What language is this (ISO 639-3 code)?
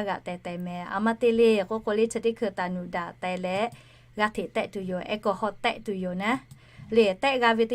lhu